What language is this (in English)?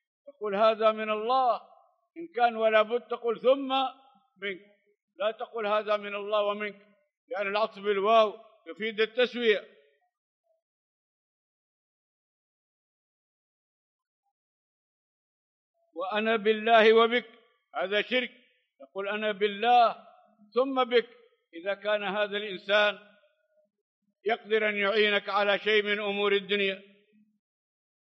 Arabic